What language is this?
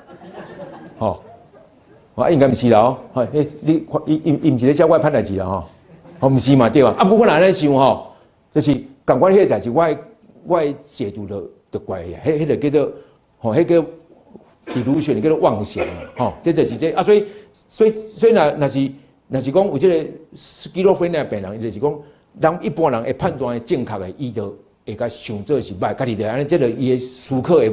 Min Nan Chinese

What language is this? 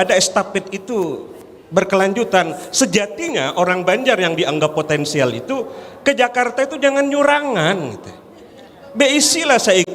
Banjar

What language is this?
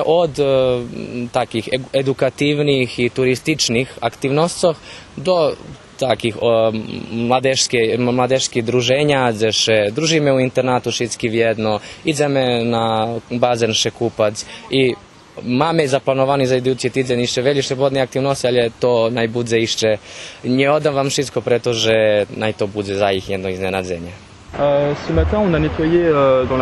Rusyn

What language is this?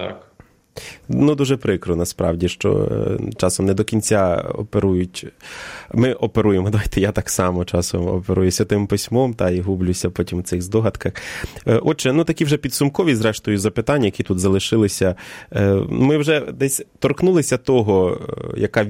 Ukrainian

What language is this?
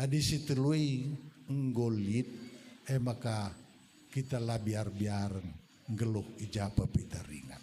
Batak Karo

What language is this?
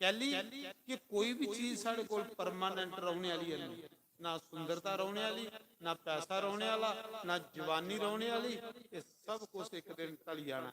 Dogri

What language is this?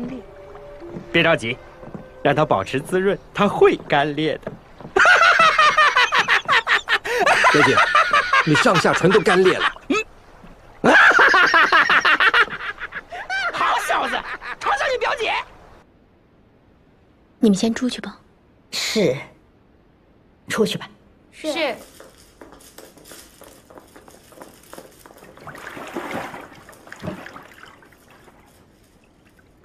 Chinese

